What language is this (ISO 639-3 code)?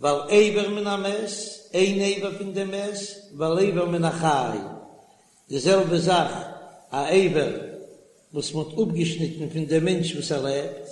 yid